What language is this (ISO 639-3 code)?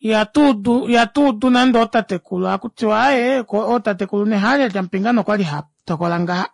kua